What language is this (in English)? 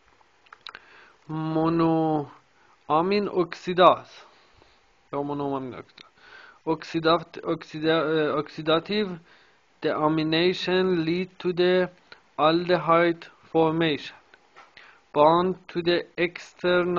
Persian